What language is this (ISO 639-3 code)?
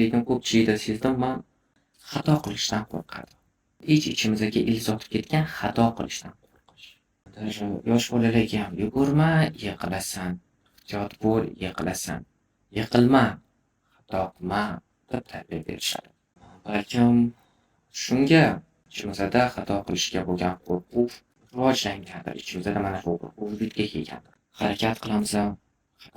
uzb